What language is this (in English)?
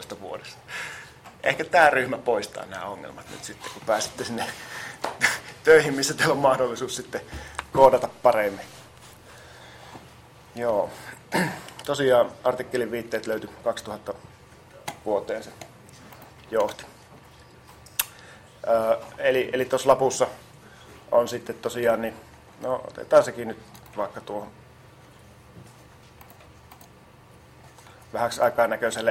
Finnish